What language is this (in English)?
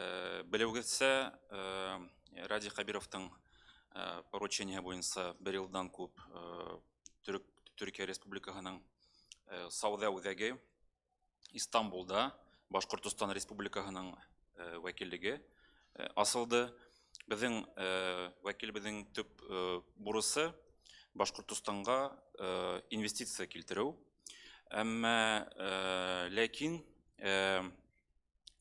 Bashkir